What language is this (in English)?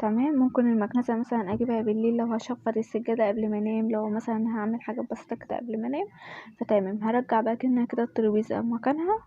Egyptian Arabic